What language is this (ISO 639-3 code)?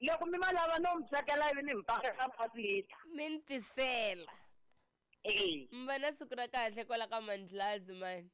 tso